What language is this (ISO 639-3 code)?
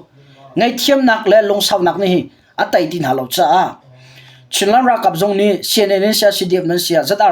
cnh